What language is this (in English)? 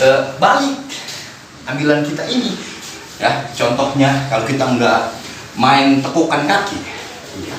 Betawi